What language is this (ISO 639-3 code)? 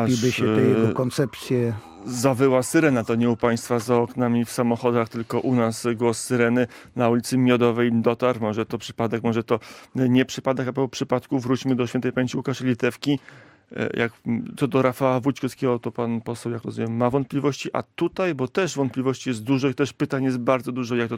pol